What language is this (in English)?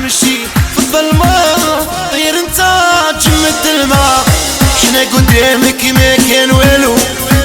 Algerian Arabic